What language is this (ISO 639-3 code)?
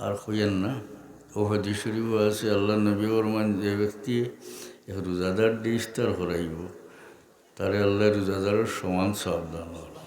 syl